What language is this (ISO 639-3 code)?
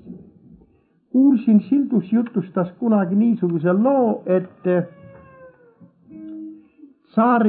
est